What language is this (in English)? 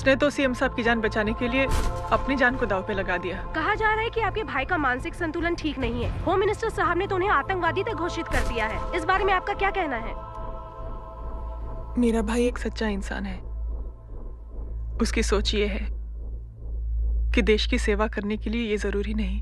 Hindi